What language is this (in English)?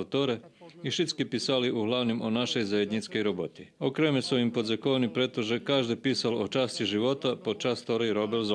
Rusyn